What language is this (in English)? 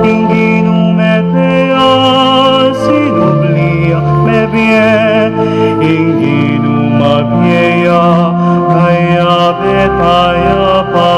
Pampanga